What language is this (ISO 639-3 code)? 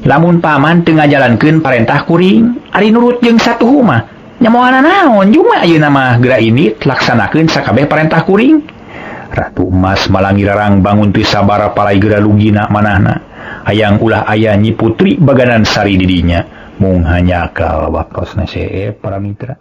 sun